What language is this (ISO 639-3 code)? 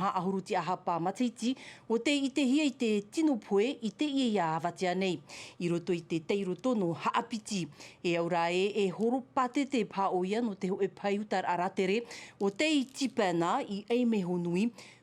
tah